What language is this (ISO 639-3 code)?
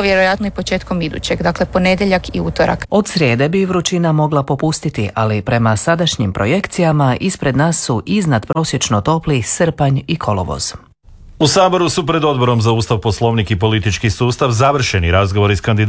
hrv